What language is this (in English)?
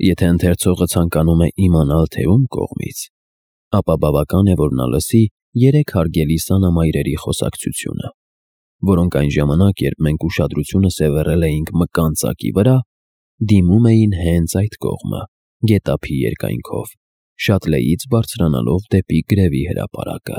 Armenian